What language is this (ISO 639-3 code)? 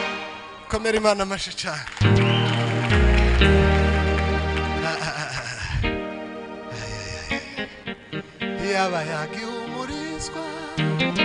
kin